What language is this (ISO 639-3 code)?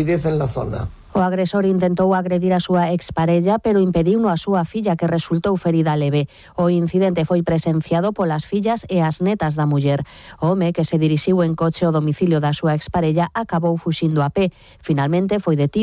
glg